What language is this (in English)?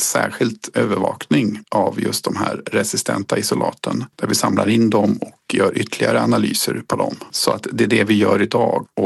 Swedish